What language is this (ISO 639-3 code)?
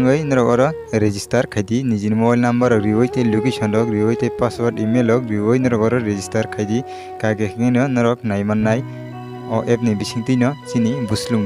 trp